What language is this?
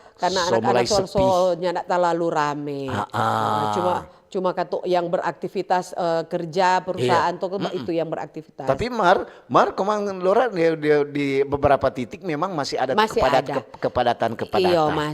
Manado Malay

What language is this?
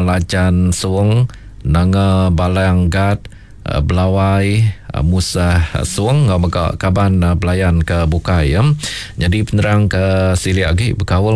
Iban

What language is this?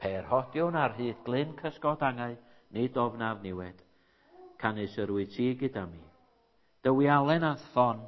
Welsh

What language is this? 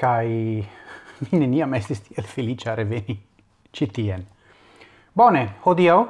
Esperanto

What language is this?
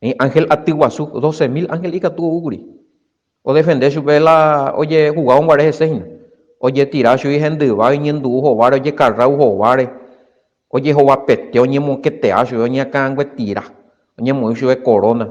Guarani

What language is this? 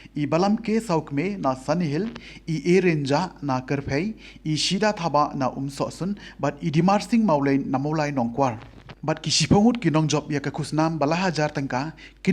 Khasi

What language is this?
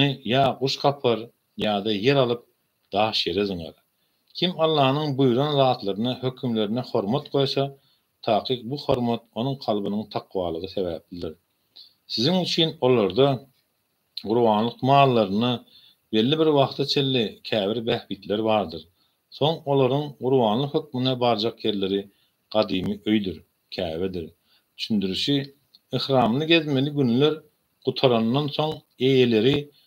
Turkmen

